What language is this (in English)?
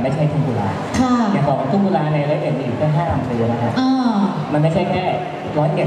Thai